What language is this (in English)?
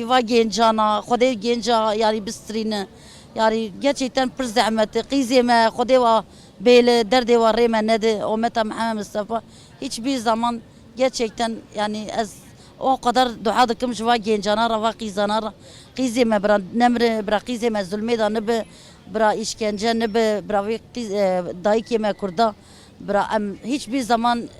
Kurdish